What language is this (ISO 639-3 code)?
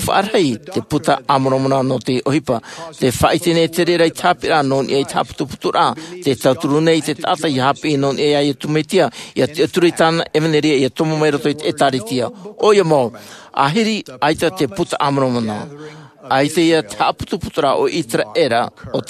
tah